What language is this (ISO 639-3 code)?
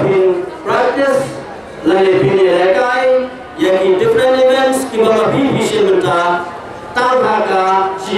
kha